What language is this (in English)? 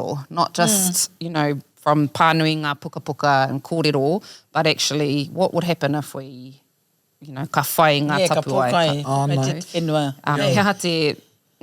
Māori